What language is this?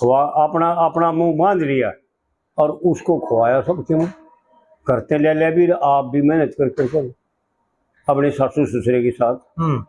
Haryanvi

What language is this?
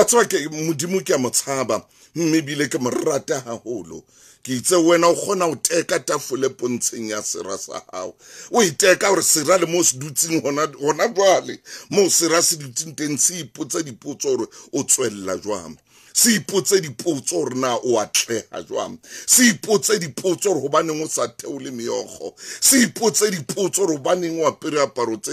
Southern Sotho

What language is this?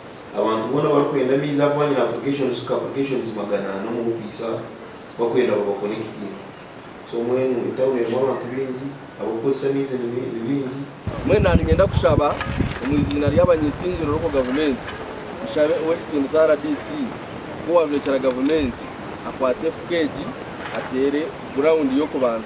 Nyankole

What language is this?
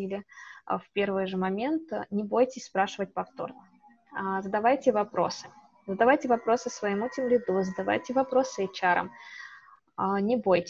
Russian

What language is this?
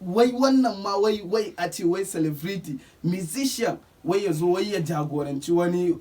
Hausa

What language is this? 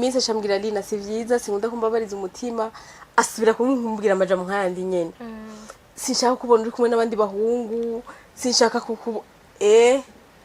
Rundi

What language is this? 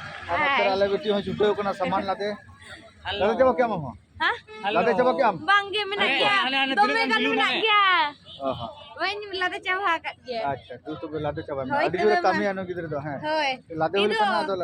Santali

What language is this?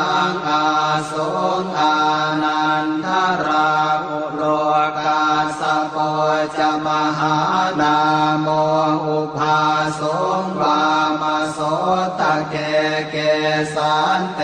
Pali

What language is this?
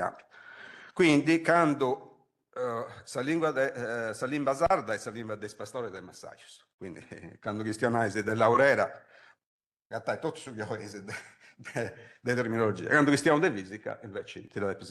Sardinian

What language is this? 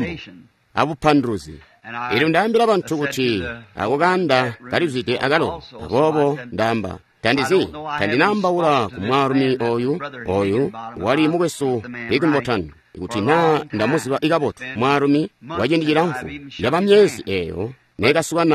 Tonga (Zambia)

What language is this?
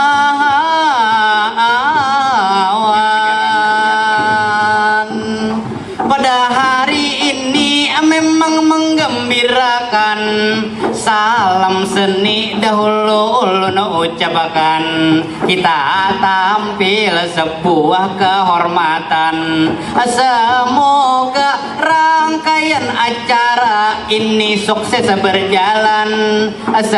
Banjar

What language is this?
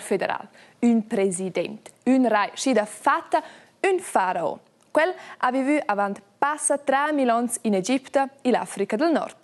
Romansh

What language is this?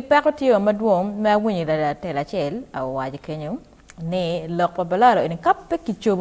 Acoli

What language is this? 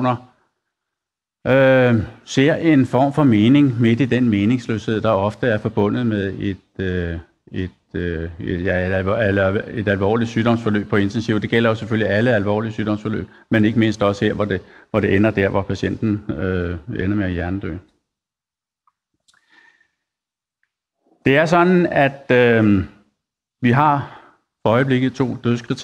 Danish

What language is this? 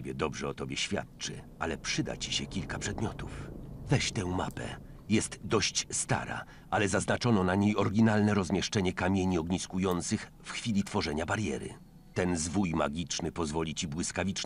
Polish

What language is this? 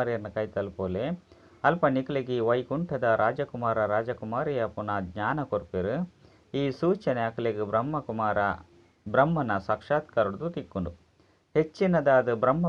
Tulu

